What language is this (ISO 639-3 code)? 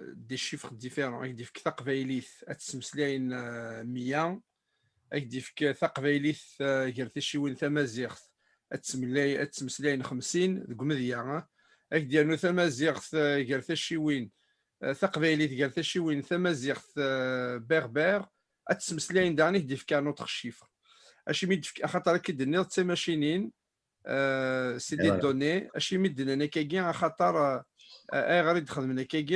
kab